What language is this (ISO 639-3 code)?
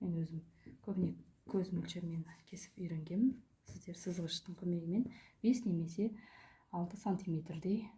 kaz